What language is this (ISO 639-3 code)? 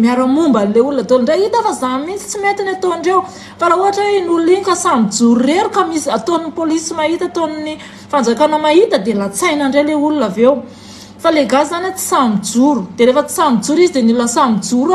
mlg